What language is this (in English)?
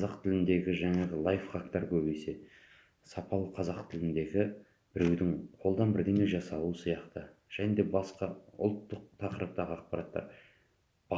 Kazakh